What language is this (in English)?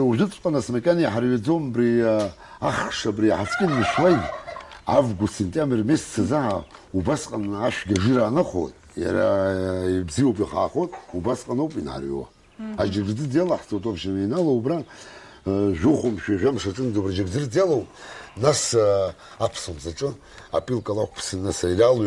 Abkhazian